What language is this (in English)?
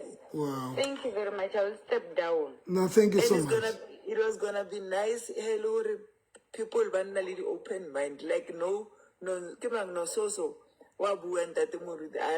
Southern Sotho